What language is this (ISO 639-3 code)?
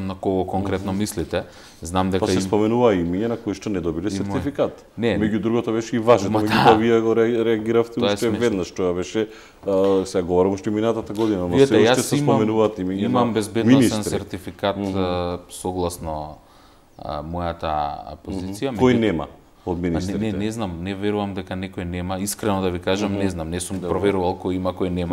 mkd